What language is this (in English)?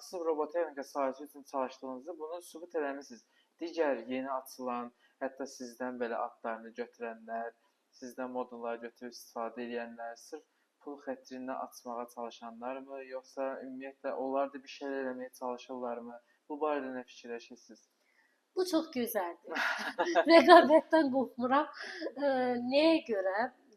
Azerbaijani